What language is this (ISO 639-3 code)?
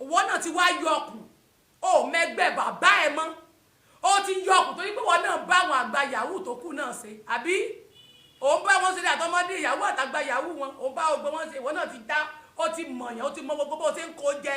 yor